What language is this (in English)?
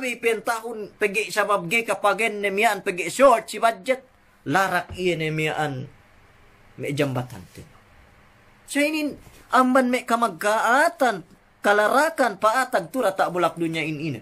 Yakan